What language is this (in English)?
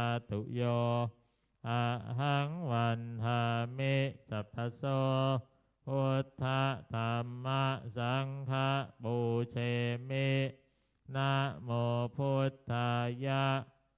Pali